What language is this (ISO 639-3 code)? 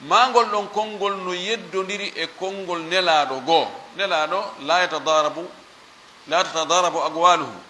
ful